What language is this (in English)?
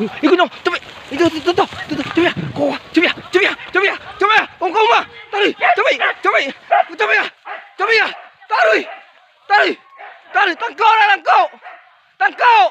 Minangkabau